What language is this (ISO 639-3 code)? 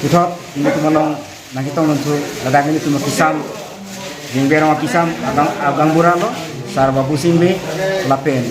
mjw